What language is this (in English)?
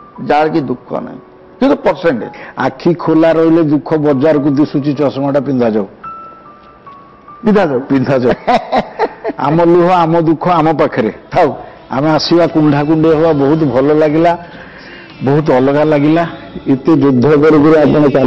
Odia